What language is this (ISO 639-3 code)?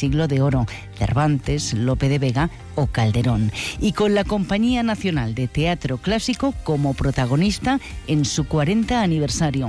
spa